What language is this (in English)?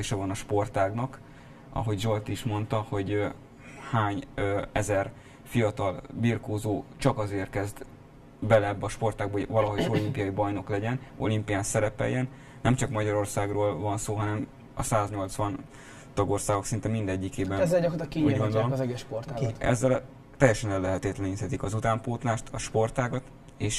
Hungarian